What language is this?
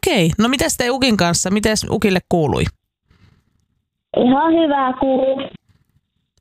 Finnish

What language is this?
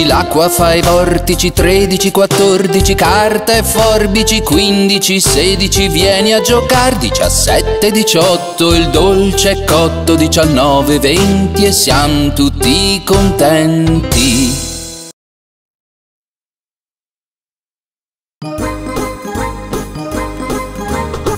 Italian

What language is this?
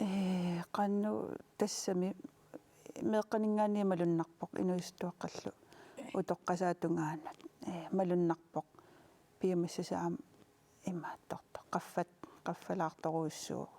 Kalaallisut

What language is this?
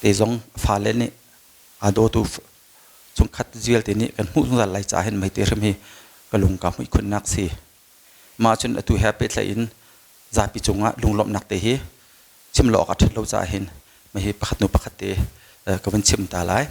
Hakha Chin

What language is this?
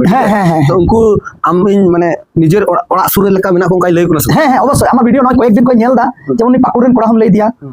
Santali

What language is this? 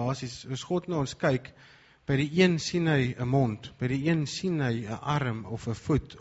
Afrikaans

